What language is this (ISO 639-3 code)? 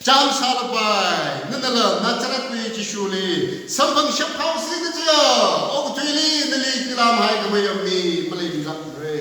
nmf